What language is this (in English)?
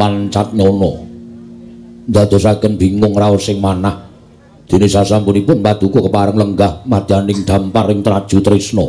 Javanese